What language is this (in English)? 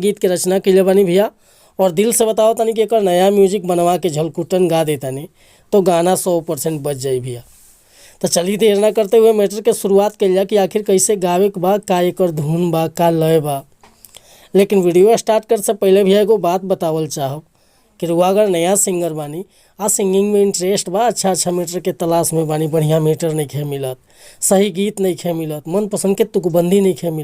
Bhojpuri